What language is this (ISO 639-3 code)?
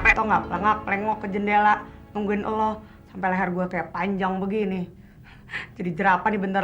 bew